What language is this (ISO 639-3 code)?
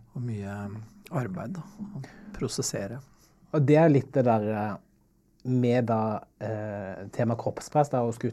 nor